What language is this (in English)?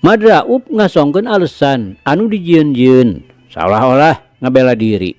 Sundanese